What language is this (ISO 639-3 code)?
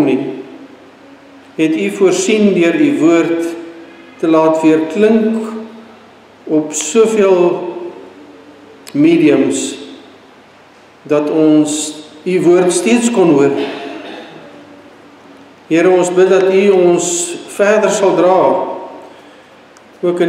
afr